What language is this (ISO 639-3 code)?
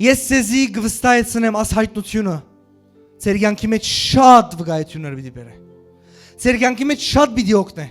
hyw